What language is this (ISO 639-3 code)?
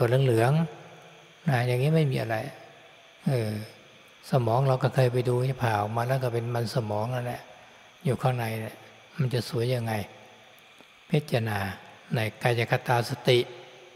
tha